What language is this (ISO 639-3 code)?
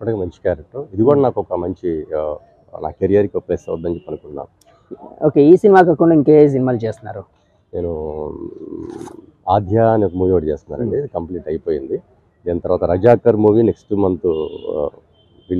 tel